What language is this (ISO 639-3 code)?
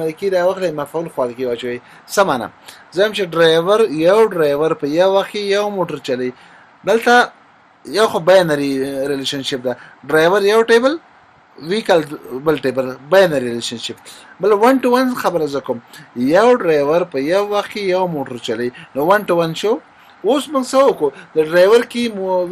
pus